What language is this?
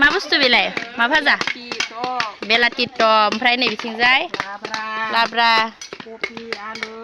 Bodo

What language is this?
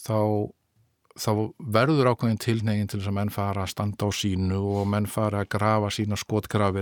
Icelandic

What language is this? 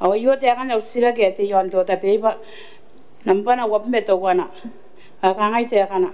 Gilbertese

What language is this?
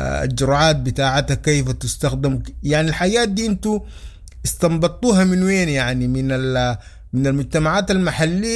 Sudanese Arabic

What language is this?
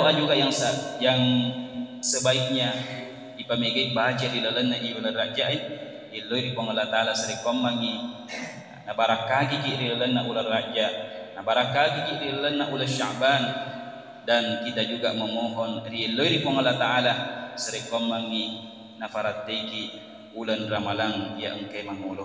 Buginese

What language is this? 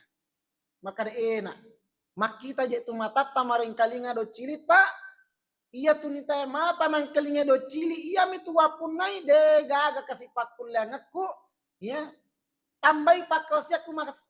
Buginese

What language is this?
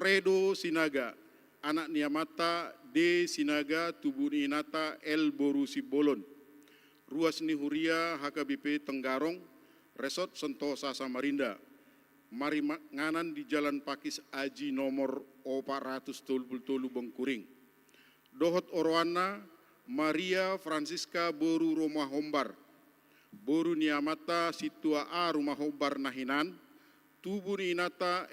Batak Toba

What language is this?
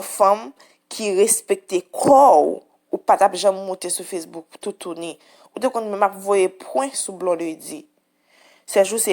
Haitian Creole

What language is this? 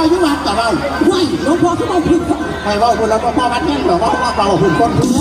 Northeastern Thai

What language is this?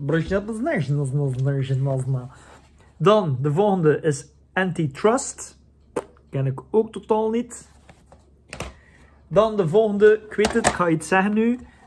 Dutch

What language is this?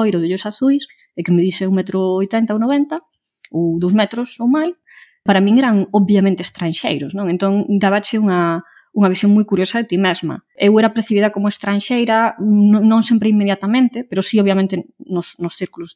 Galician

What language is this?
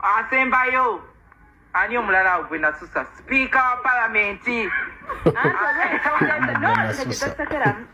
Ganda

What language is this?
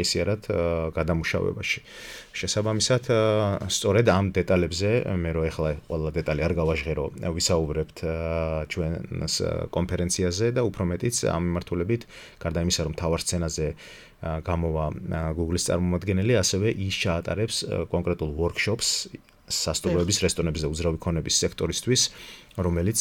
Georgian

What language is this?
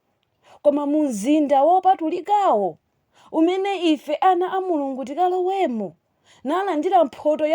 Nyanja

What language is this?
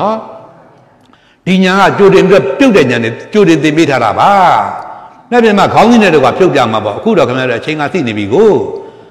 Burmese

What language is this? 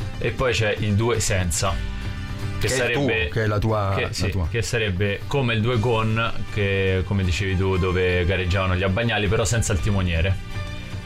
Italian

